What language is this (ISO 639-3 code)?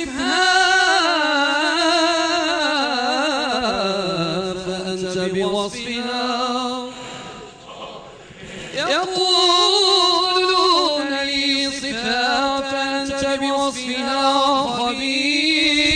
ara